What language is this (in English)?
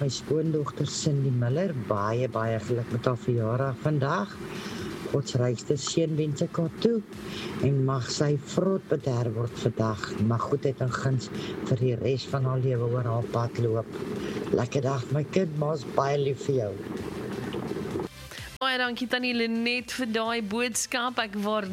Afrikaans